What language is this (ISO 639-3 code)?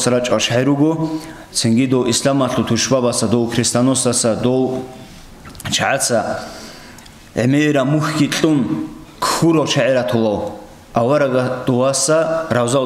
ava